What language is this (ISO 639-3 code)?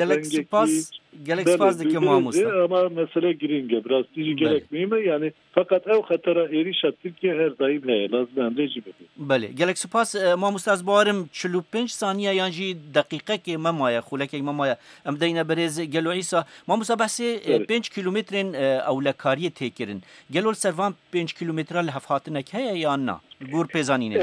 kur